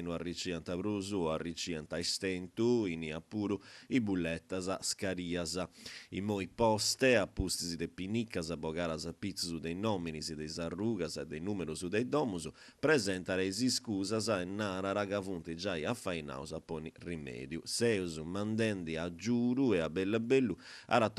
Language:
Sardinian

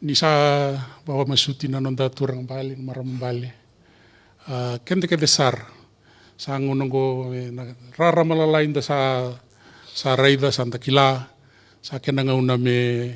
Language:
Fijian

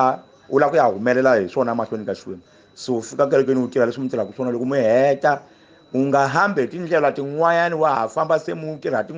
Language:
Tsonga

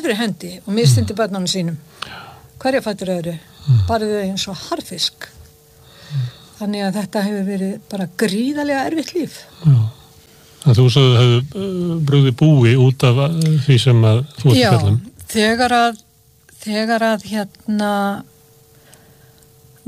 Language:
Icelandic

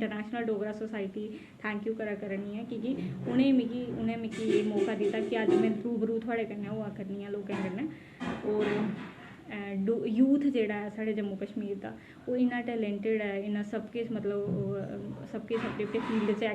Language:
Dogri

